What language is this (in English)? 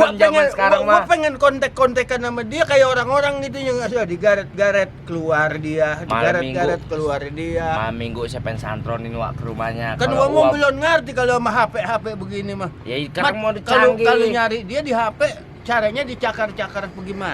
Betawi